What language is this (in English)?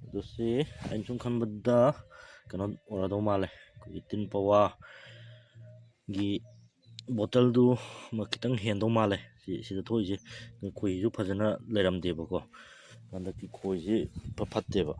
Manipuri